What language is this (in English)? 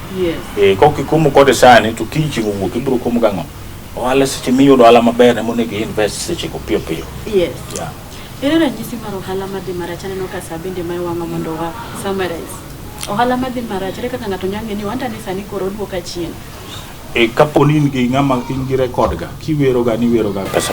Luo (Kenya and Tanzania)